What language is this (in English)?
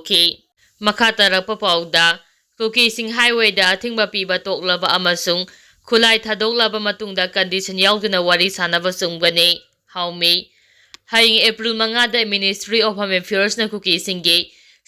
Manipuri